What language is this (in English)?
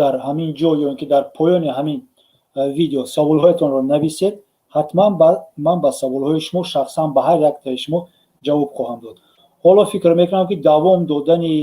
Tajik